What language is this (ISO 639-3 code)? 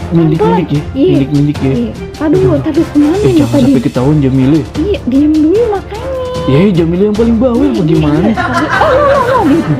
bew